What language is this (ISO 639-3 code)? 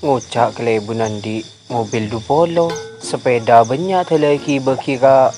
mad